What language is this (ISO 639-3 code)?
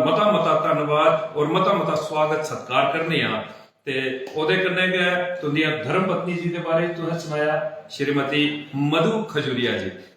doi